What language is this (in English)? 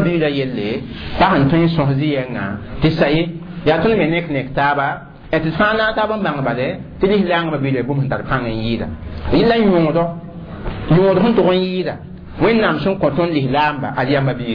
Mossi